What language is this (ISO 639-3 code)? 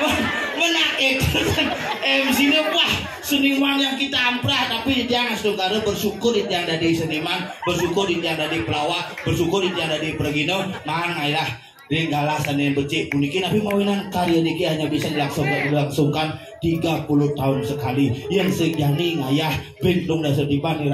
ban